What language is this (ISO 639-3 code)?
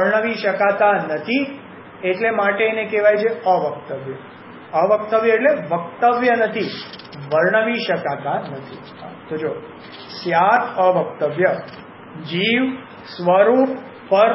guj